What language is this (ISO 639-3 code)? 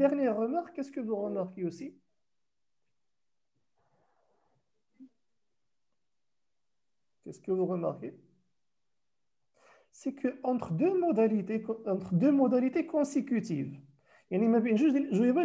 fra